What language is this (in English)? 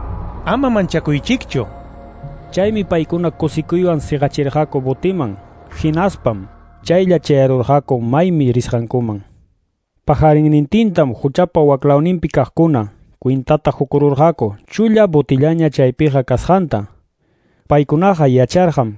Quechua